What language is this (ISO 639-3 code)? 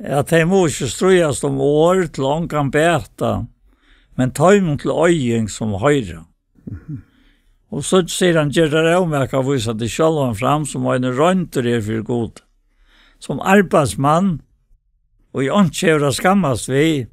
fao